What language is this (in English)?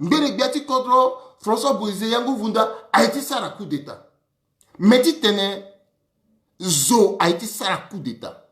Sango